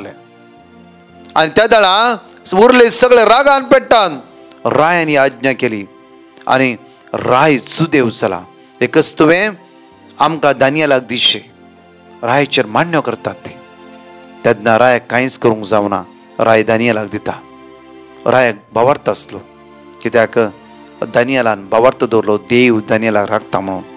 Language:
Konkani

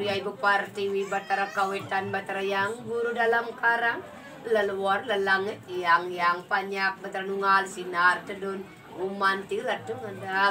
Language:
Balinese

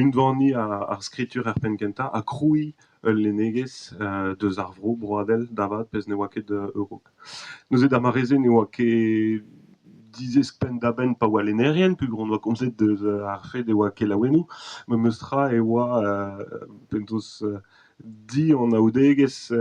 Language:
Breton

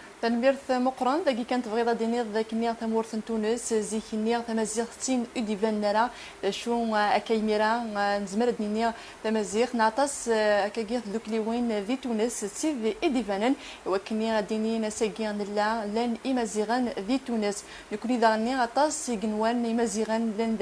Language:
Kabyle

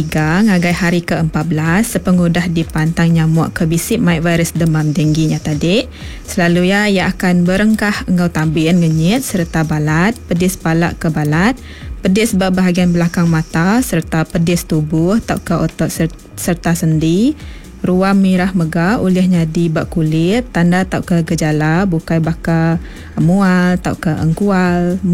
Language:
Iban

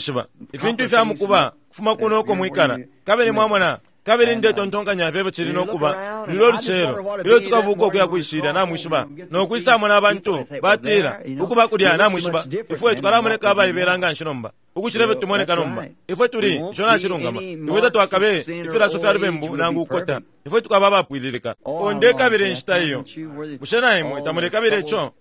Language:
Bemba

